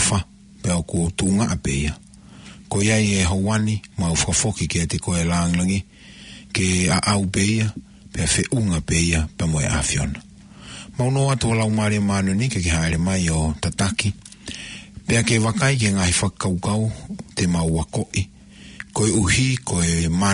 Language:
Tongan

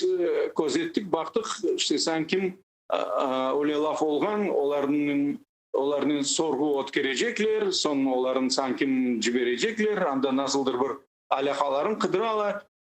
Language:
Crimean Tatar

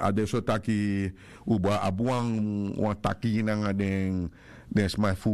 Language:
Sranan Tongo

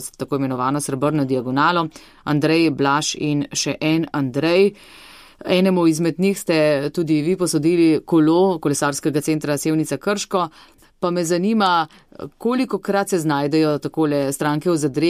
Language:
Slovenian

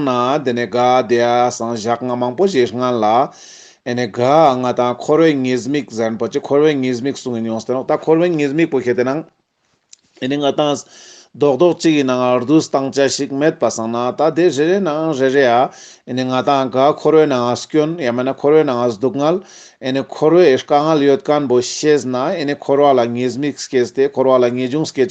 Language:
Ladakhi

